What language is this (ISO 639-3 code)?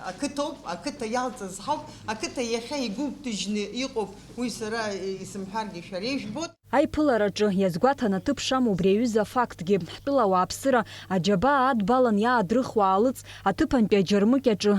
abk